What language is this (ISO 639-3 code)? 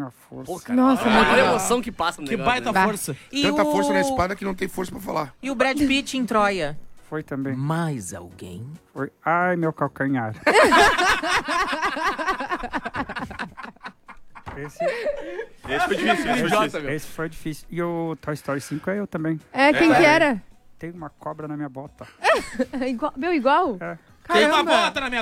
por